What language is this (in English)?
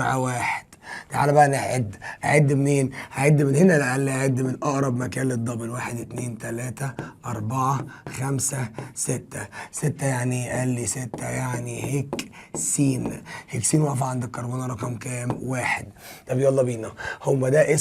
Egyptian Arabic